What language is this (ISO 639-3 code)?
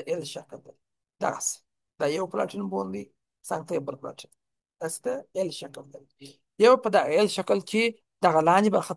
pus